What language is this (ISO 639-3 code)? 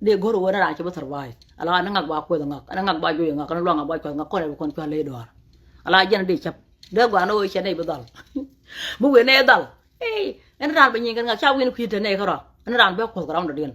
nus